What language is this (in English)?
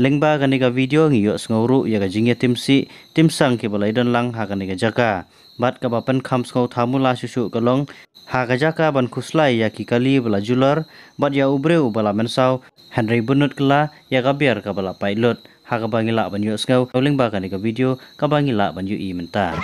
Khasi